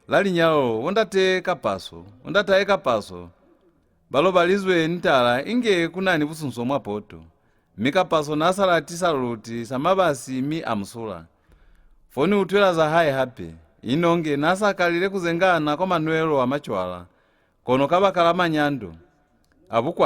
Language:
Lozi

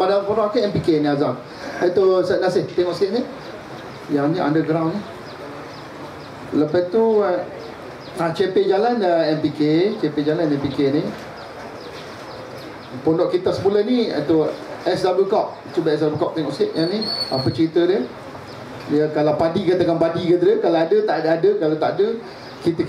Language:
Malay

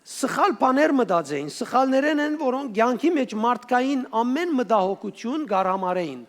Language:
Western Armenian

